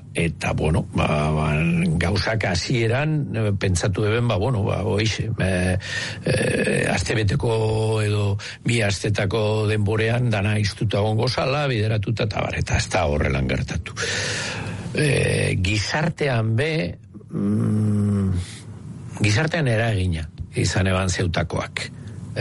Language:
Basque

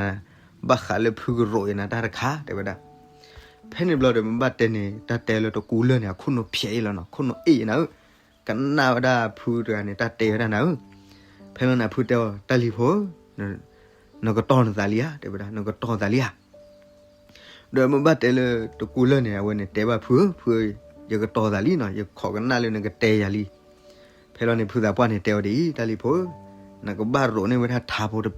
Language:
S'gaw Karen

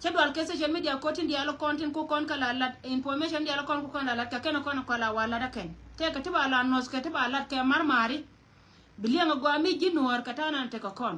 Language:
Nuer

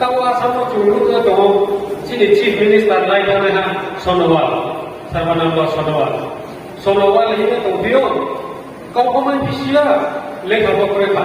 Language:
Riang (India)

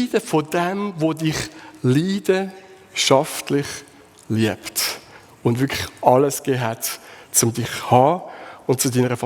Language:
Swiss German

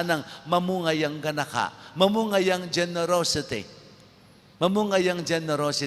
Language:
Pampanga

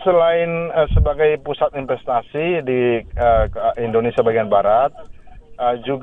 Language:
Indonesian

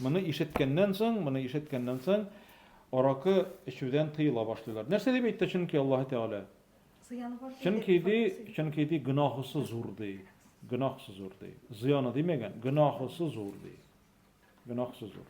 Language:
Tatar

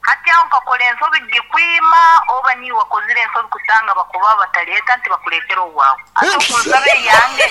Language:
Nyoro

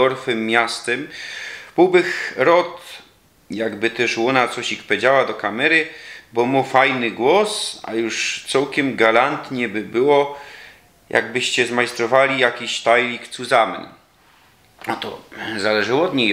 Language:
Silesian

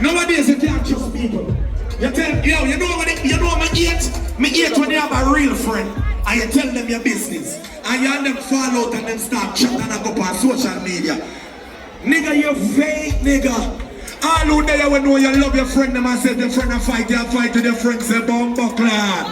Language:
Jamaican Creole English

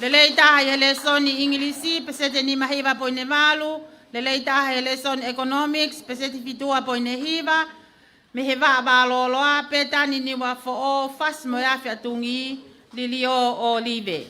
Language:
Tongan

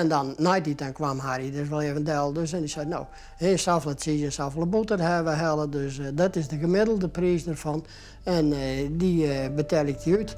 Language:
Western Frisian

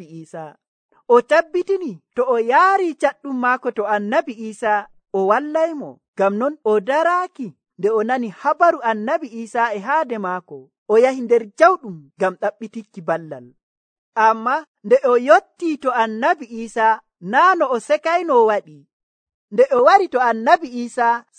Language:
Nigerian Fulfulde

